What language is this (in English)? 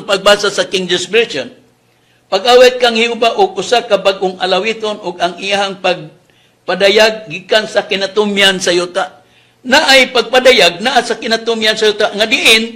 Cebuano